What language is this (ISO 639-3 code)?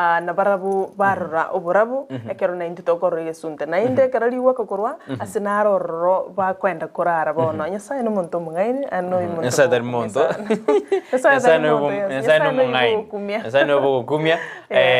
guz